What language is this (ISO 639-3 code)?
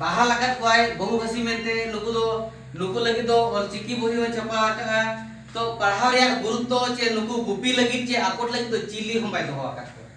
sat